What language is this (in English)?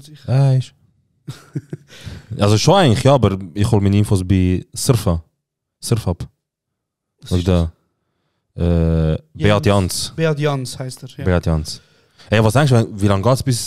Swiss German